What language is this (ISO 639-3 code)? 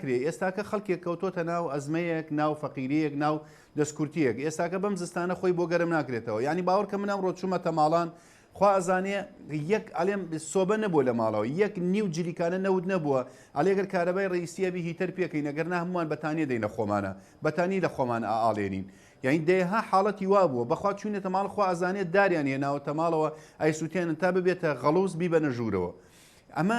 ckb